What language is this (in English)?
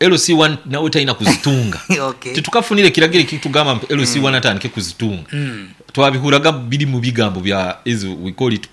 Nyankole